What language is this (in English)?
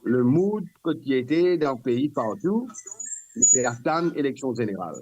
Morisyen